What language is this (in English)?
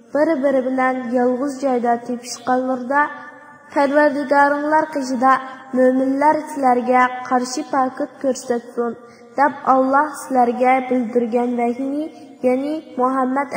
Uyghur